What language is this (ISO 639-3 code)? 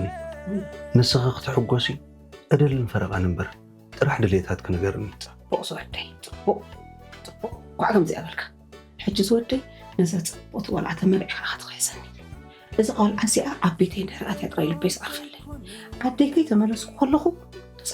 tir